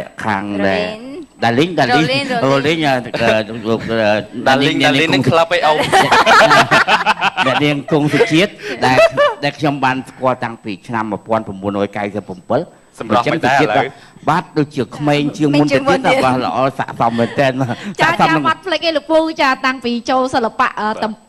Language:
Khmer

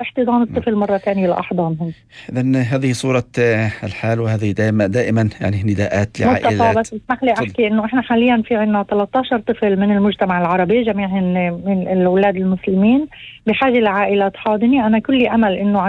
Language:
North Levantine Arabic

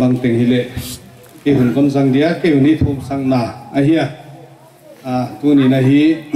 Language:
Paite Chin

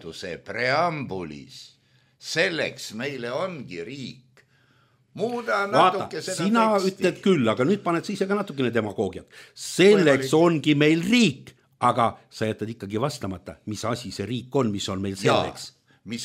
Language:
Estonian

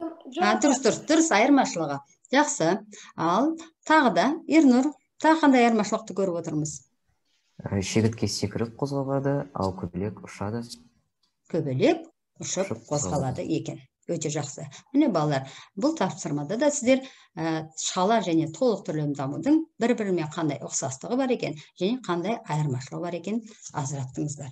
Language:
Kazakh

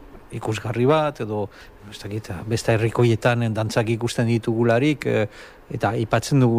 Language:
Basque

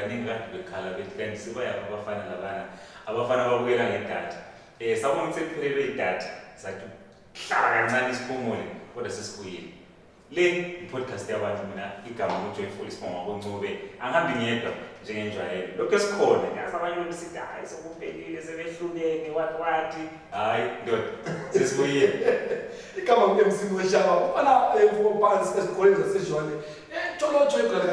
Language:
Zulu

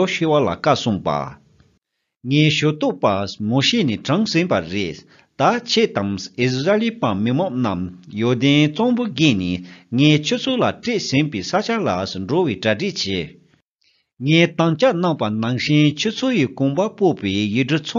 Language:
Tibetan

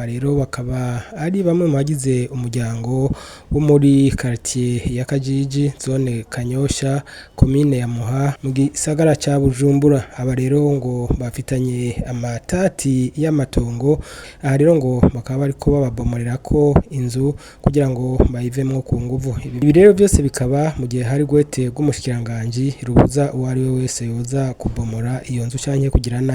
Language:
Rundi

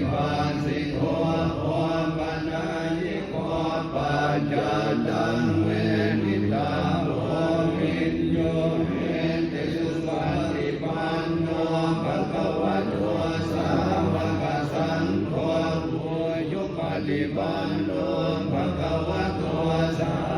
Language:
Pali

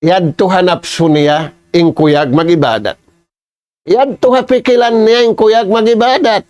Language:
Tausug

